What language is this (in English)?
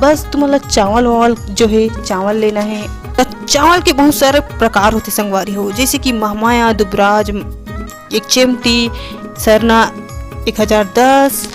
Chhattisgarhi